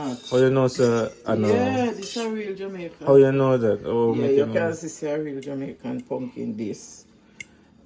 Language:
Jamaican Creole English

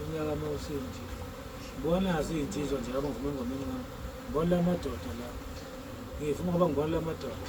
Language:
Zulu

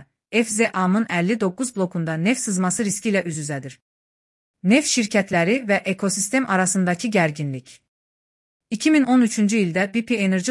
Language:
Azerbaijani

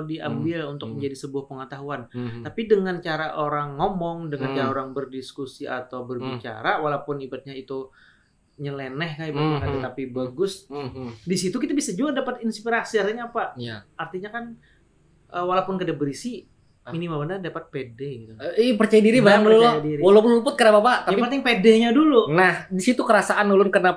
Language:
Banjar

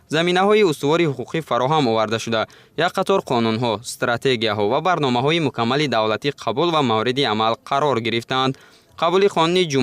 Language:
Tajik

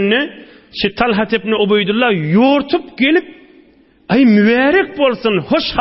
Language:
Turkmen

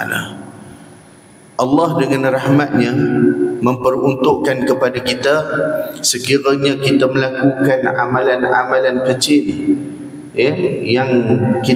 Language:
Malay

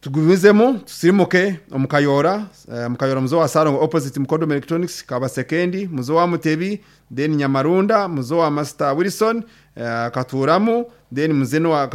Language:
Nyankole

